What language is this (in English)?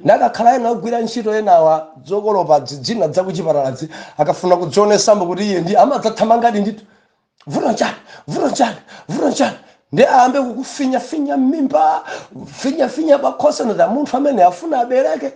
Nyanja